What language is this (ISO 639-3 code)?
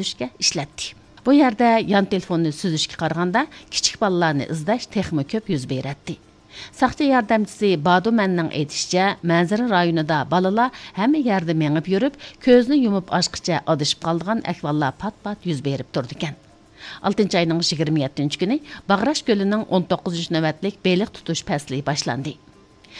uig